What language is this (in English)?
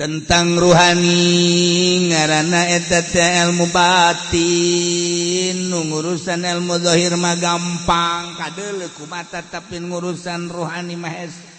Sundanese